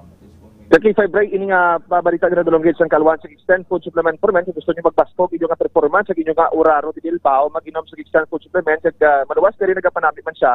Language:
Hiligaynon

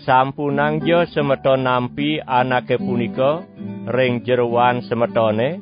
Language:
Balinese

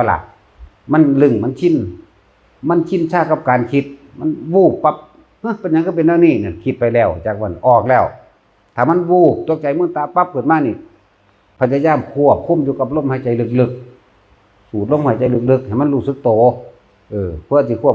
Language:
Northeastern Thai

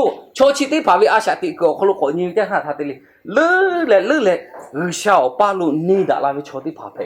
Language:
Lahu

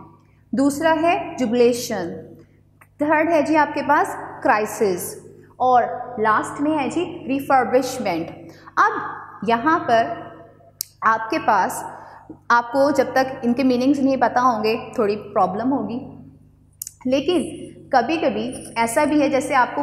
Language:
Hindi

